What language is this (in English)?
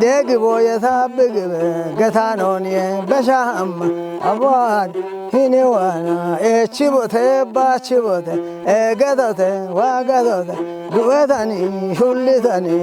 Kafa